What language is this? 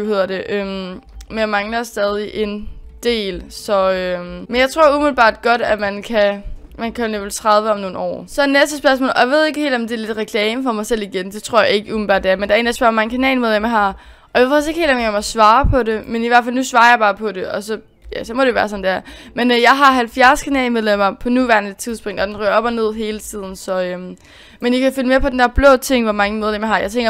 Danish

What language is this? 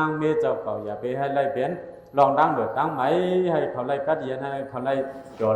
Shan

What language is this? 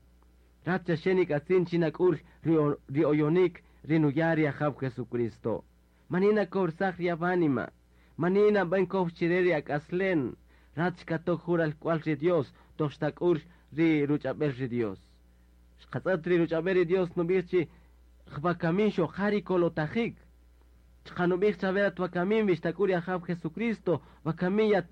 Kaqchikel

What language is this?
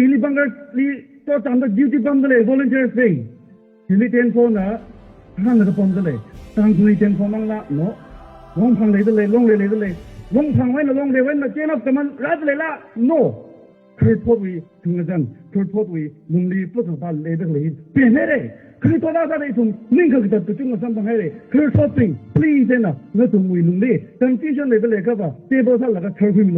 Tangkhul Naga (India)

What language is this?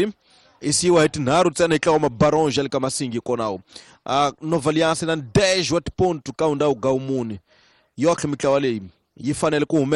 Tsonga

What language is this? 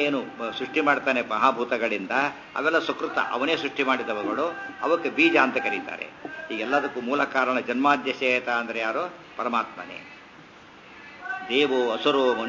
Kannada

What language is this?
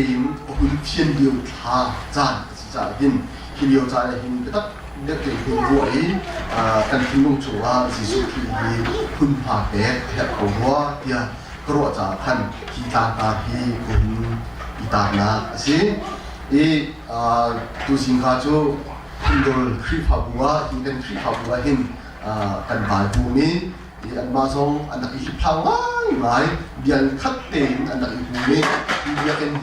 Hakha Chin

